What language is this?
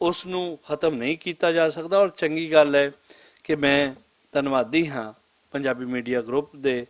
Western Panjabi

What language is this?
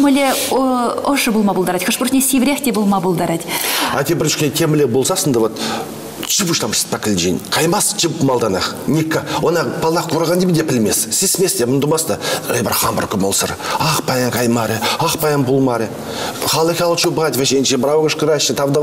Chuvash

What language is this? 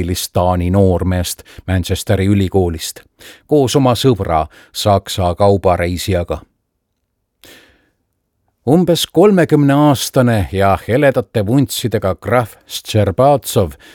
Estonian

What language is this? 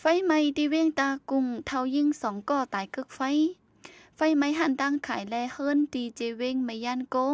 Shan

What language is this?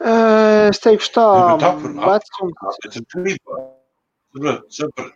Latvian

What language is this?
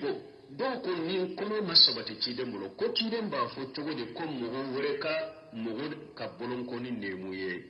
Bambara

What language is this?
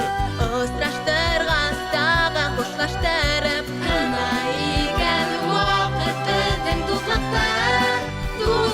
Bashkir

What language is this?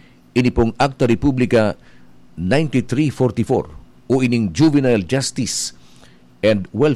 Bikol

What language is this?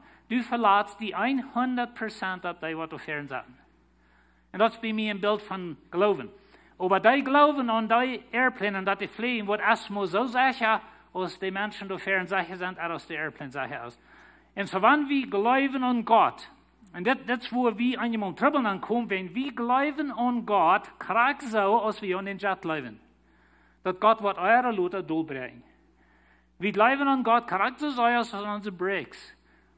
Plautdietsch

